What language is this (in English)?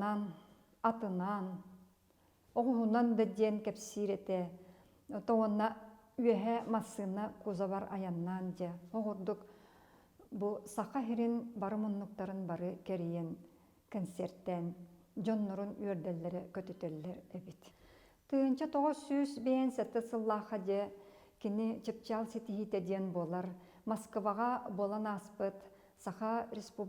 Yakut